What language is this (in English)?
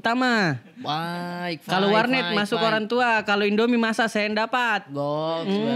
Makassar Malay